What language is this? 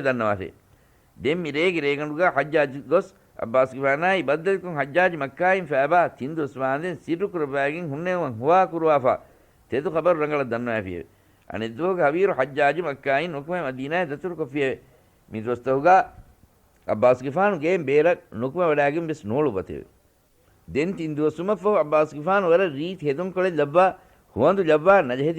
Divehi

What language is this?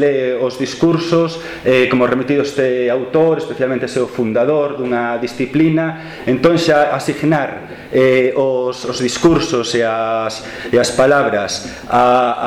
Galician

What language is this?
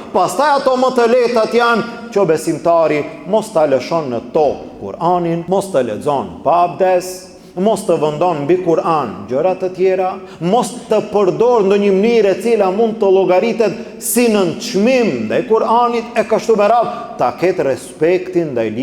Albanian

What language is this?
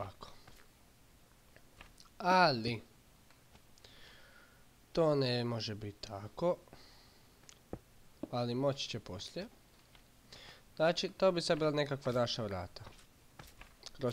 Croatian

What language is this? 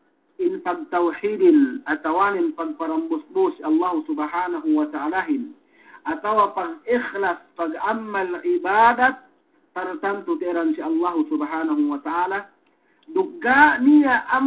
Yakan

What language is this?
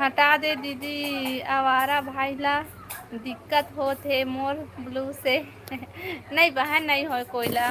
Chhattisgarhi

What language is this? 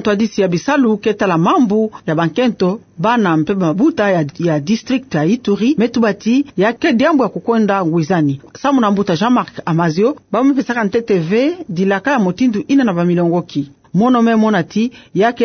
Kituba (Democratic Republic of Congo)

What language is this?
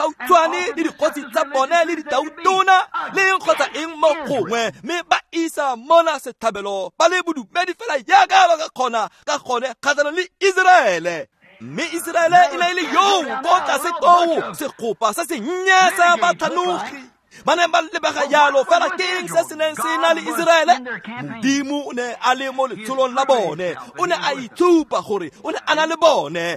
Tswana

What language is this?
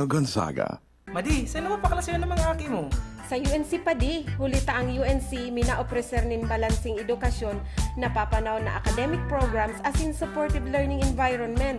Bikol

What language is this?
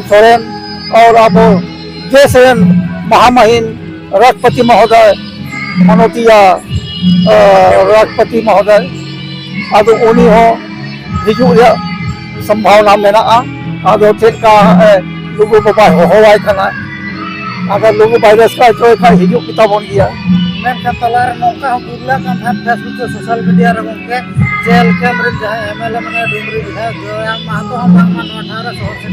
Santali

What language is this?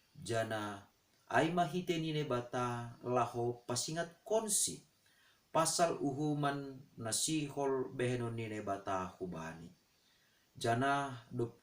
Batak Simalungun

